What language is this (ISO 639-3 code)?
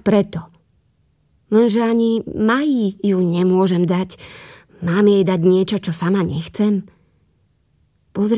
slk